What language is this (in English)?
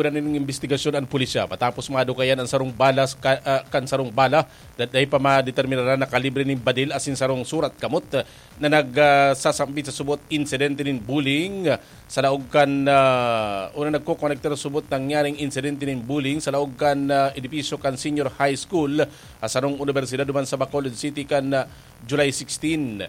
Bikol